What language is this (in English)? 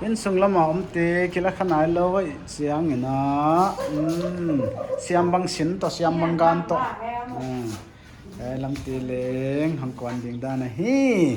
Paite Chin